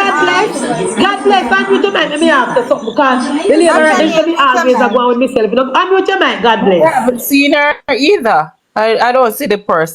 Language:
Jamaican Creole English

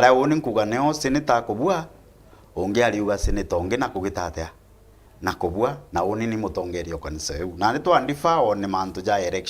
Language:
Meru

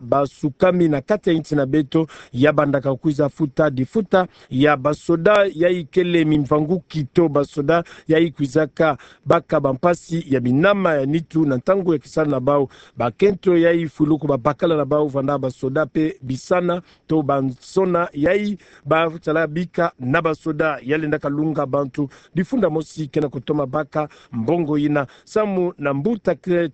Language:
Kituba (Democratic Republic of Congo)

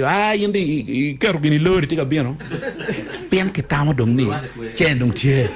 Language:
Acoli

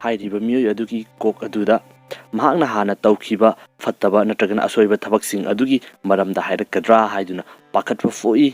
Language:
Manipuri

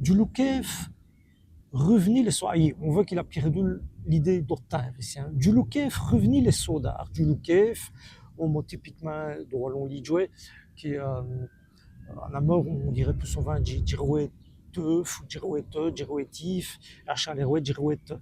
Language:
Walloon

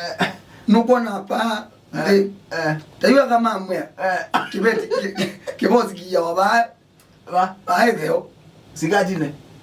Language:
Kamba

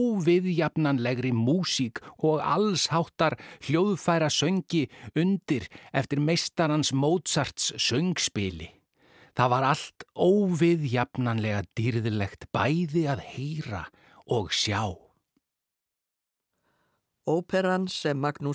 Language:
Icelandic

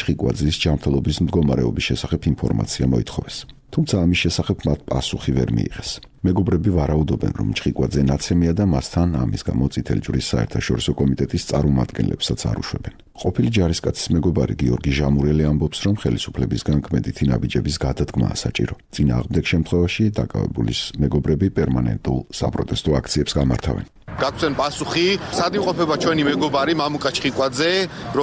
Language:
Georgian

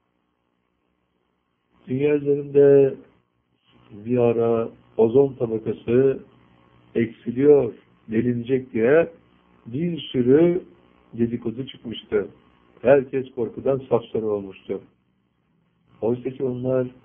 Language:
Turkish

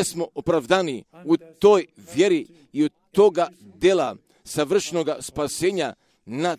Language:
Croatian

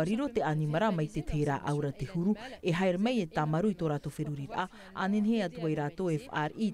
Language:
Tahitian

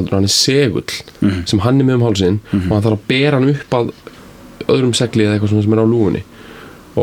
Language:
Icelandic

